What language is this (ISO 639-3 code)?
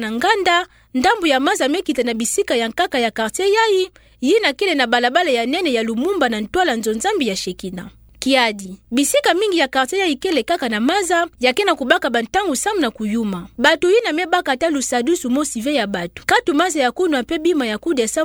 ktu